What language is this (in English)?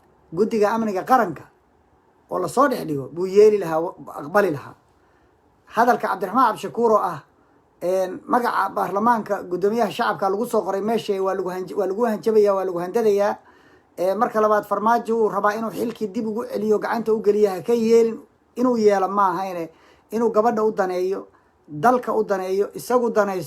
Somali